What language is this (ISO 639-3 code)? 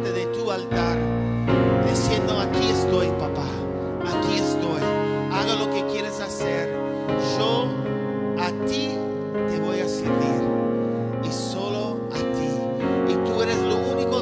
spa